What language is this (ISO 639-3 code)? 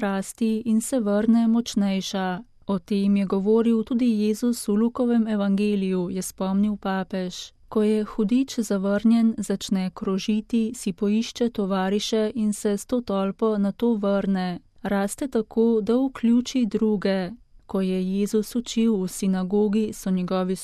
slv